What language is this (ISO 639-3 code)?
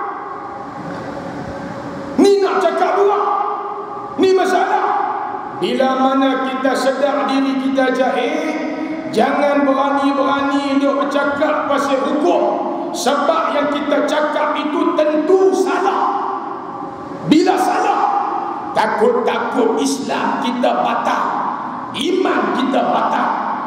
msa